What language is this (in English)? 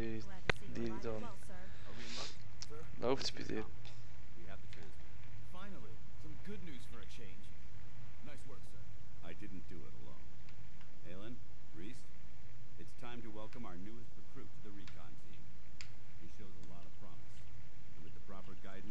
Swiss German